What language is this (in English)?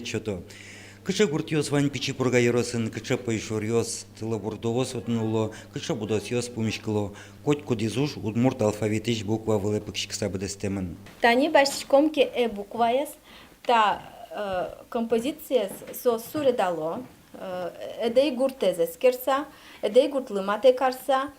Udmurt